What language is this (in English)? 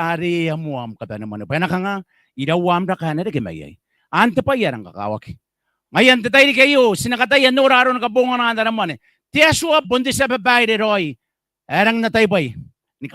Gilbertese